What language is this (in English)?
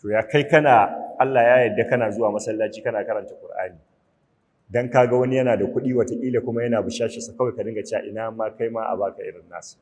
Hausa